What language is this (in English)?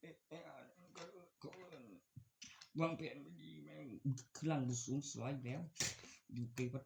Northeastern Thai